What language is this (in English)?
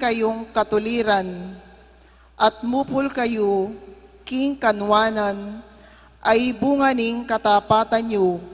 Pampanga